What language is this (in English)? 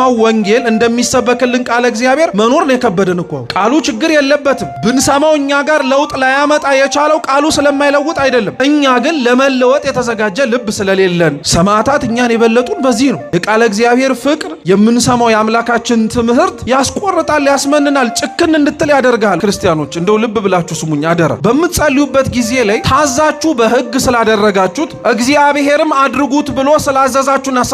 Amharic